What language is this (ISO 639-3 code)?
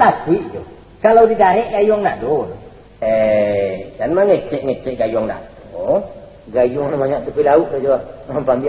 min